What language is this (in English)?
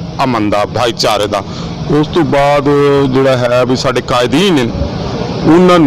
Saraiki